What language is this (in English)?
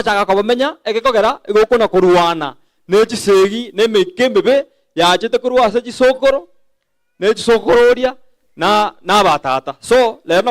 Gusii